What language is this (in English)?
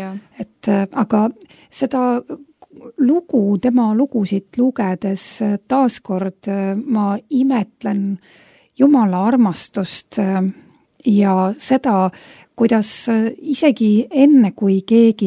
Estonian